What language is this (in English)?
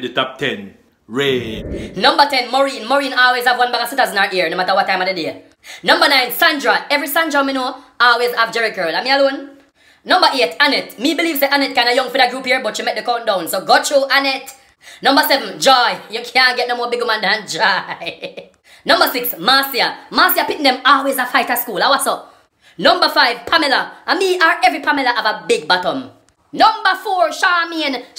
Jamaican Creole English